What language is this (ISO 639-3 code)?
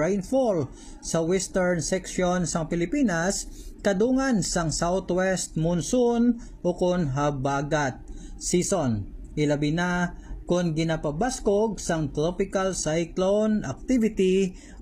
hil